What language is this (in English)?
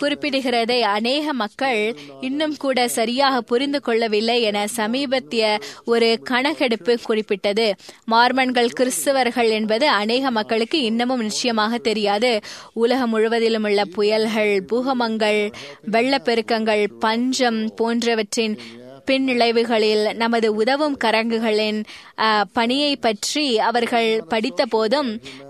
Tamil